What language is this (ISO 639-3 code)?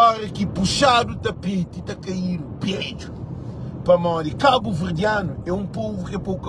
kea